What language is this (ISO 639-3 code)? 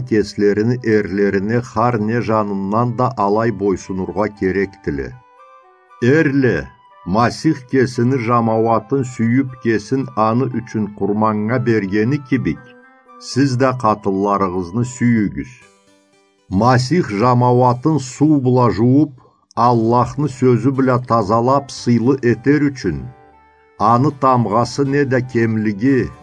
krc